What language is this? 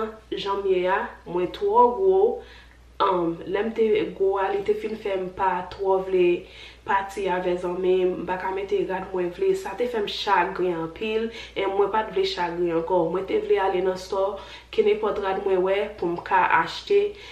Haitian Creole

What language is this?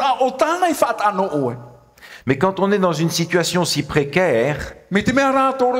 Tahitian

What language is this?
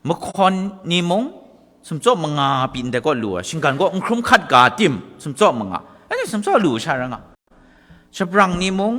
Kachin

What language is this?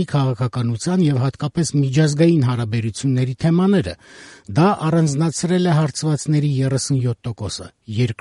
Armenian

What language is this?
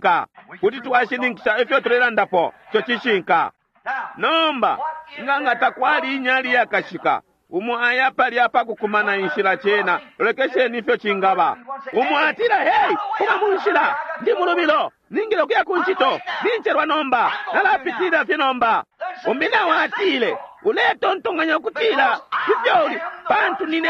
Bemba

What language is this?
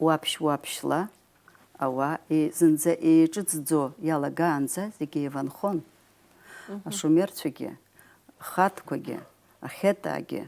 Abkhazian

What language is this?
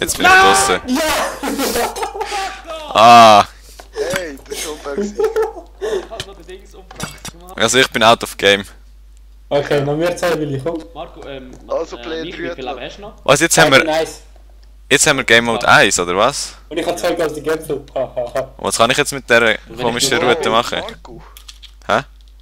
Swiss German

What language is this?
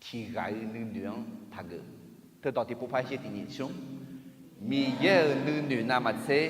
Akha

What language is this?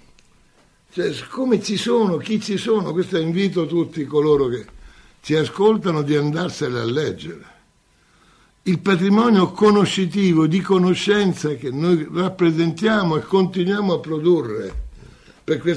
Italian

